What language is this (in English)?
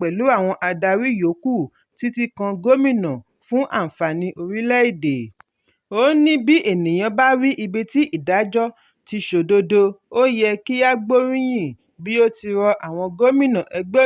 Yoruba